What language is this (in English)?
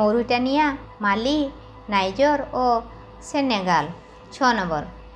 Odia